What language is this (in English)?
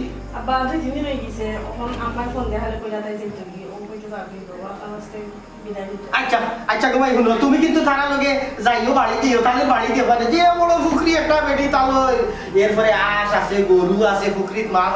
Sylheti